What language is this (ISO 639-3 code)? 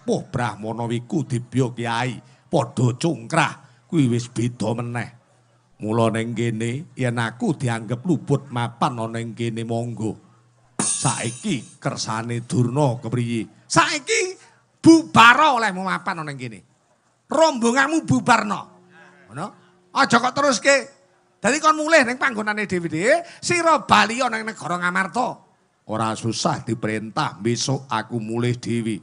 jav